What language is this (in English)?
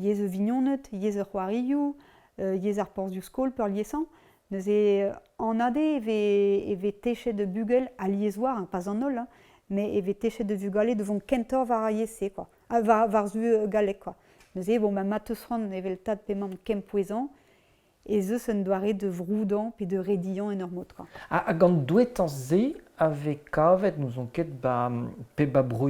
Breton